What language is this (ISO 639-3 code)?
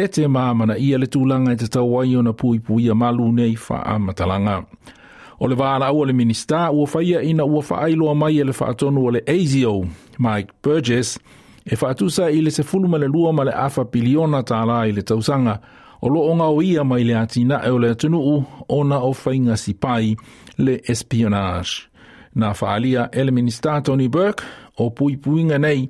smo